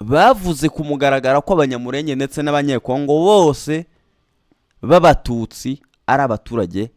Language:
Kinyarwanda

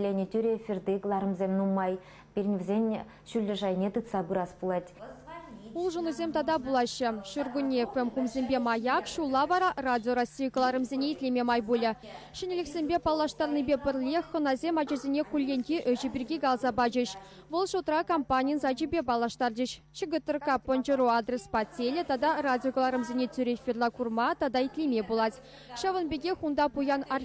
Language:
Chuvash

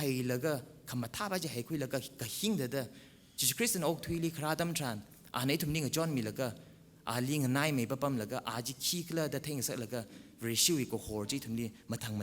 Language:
Tangkhul Naga (India)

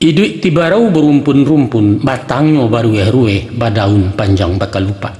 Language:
Minangkabau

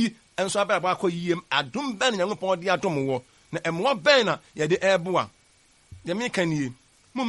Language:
Akan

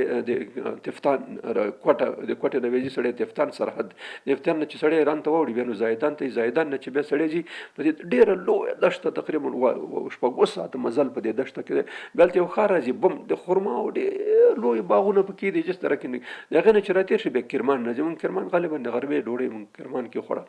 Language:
Pashto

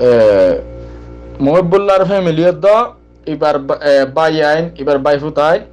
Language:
Rohingya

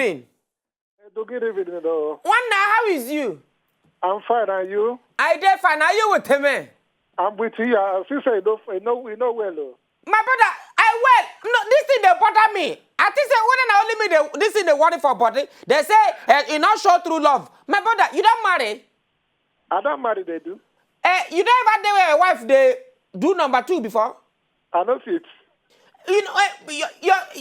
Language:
Nigerian Pidgin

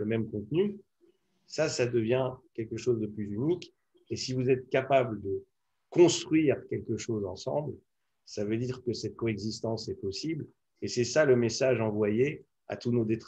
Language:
French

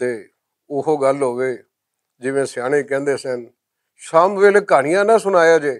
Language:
Western Panjabi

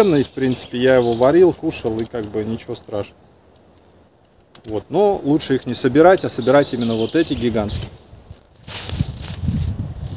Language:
Russian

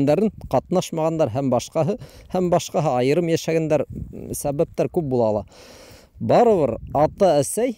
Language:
Bashkir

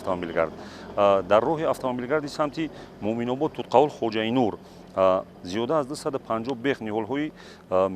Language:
Tajik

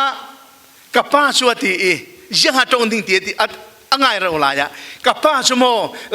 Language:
Falam Chin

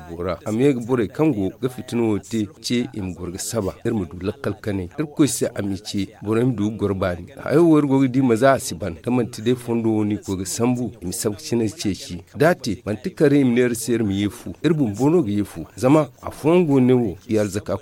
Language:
Zarma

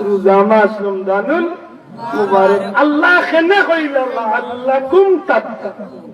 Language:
Sylheti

